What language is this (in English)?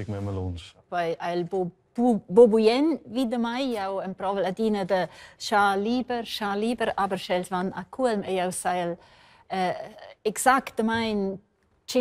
Romansh